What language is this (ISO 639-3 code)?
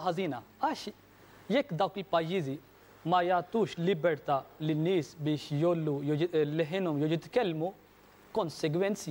mlt